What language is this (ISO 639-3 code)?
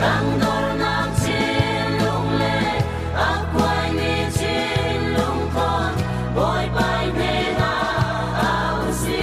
cfm